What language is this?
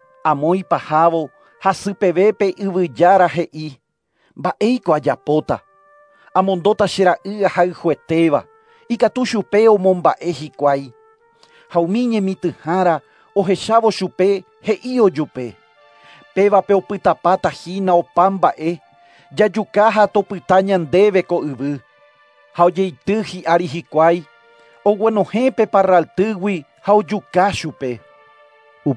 Guarani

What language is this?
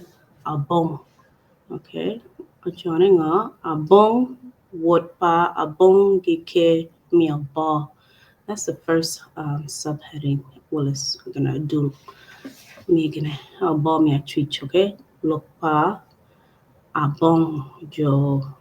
Acoli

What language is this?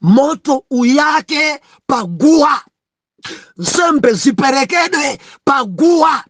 Nyanja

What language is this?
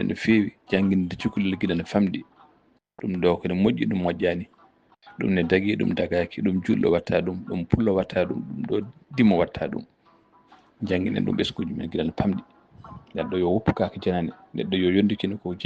Fula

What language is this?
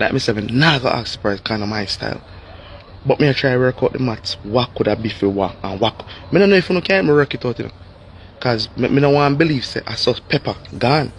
Jamaican Creole English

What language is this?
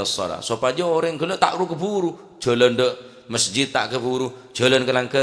Madurese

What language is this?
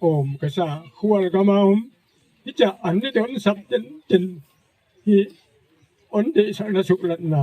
Gangte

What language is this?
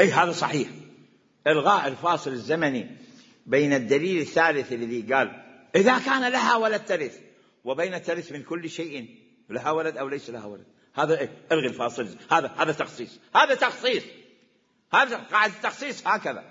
Mesopotamian Arabic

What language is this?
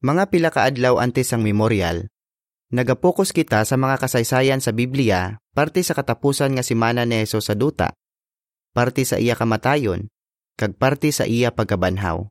Hiligaynon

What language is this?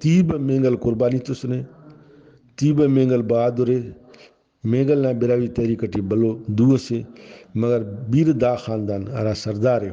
Brahui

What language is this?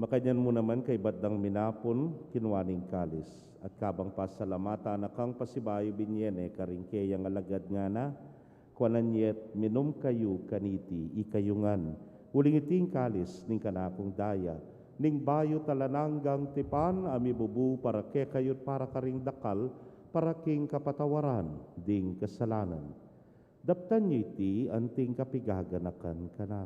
Pampanga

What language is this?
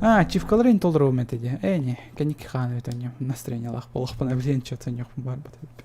Yakut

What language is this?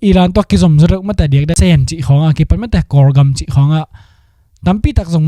Tedim Chin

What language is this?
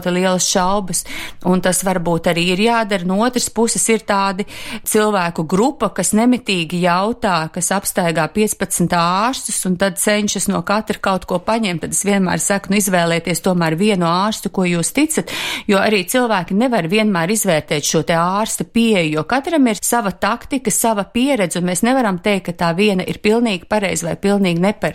Latvian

